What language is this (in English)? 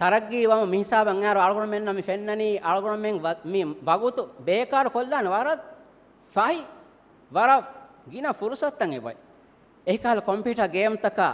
Divehi